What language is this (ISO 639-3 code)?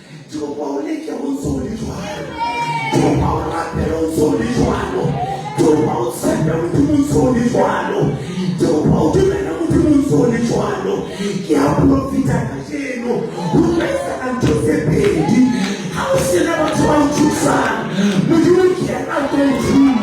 sot